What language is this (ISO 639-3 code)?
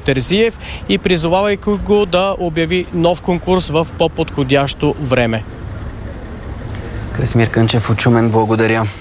bul